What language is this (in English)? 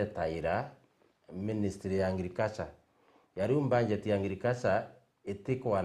Meru